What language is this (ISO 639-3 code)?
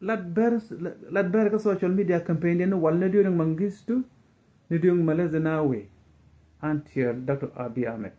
nus